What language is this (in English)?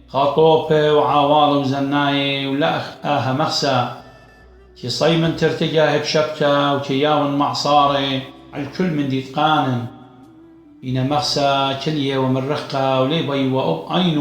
Assyrian Neo-Aramaic